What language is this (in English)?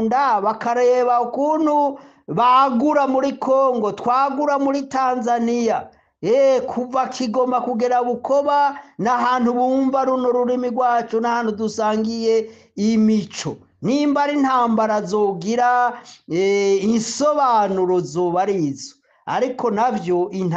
Rundi